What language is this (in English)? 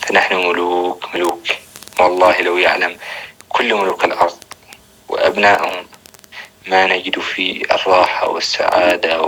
North Levantine Arabic